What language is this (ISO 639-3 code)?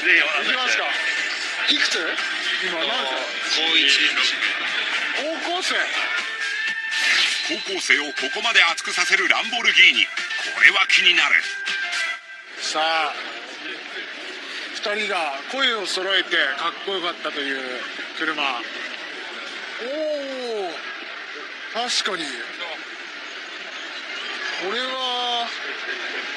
jpn